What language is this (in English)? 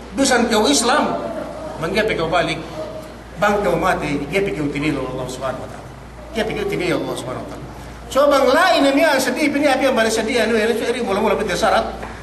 Yakan